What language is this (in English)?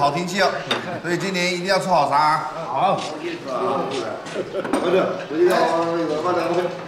Chinese